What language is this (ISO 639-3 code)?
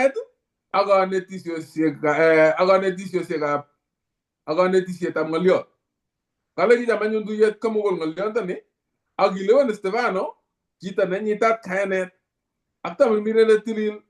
kln